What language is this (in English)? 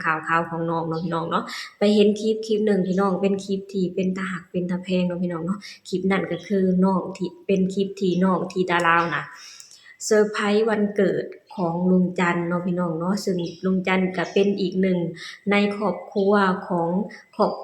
Lao